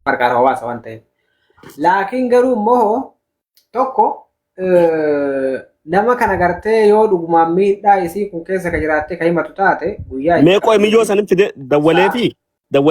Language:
Oromo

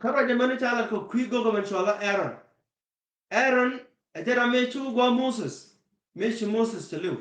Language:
Nuer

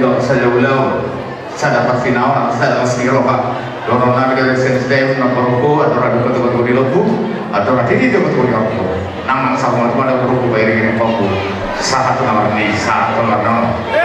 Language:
Batak Toba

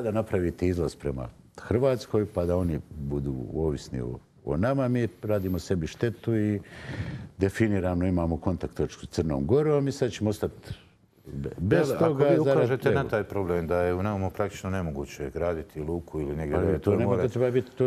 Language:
Bosnian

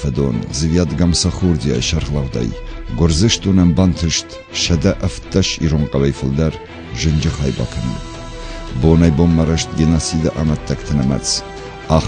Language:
Ossetic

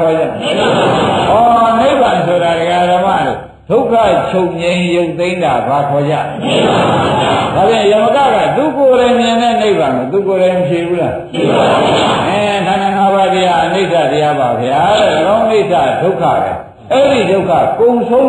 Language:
Burmese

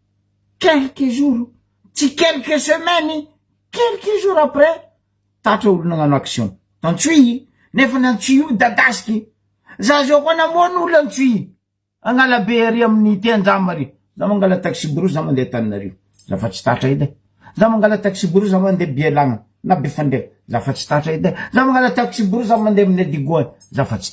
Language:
Malagasy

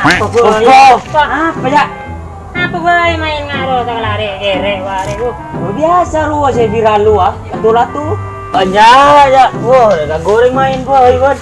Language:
Madurese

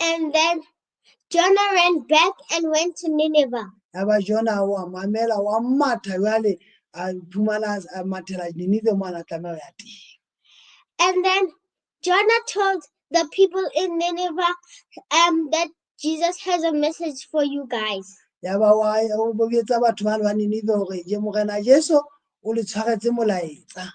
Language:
Southern Sotho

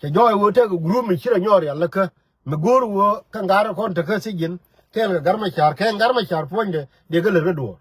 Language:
Nuer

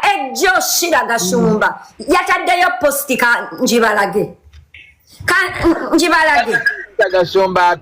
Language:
Ganda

